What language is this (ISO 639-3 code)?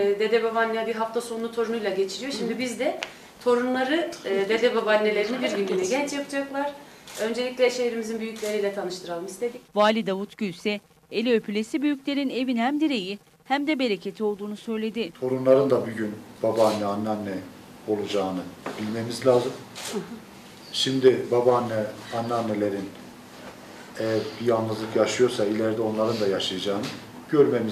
tur